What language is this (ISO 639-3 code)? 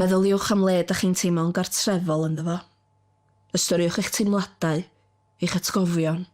cym